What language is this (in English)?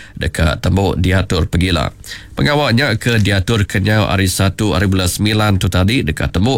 Iban